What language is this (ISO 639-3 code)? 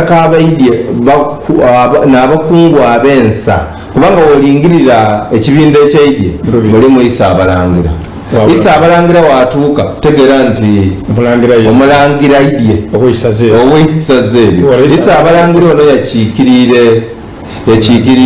xog